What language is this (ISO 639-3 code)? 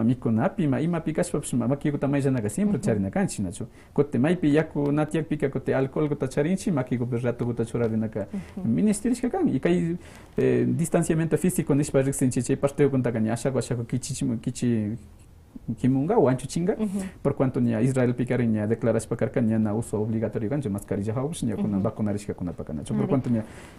que